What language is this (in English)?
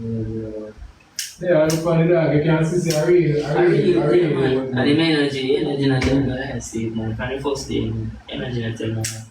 Jamaican Creole English